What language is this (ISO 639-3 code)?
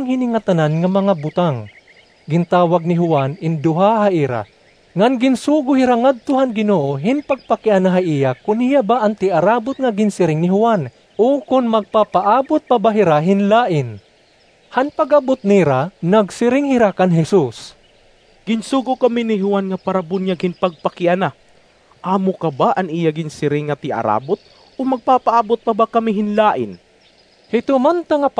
war